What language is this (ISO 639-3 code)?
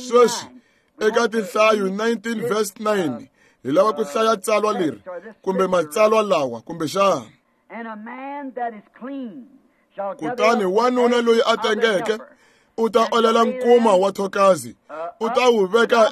tso